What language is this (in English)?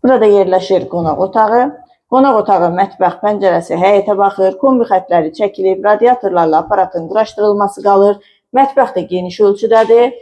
Azerbaijani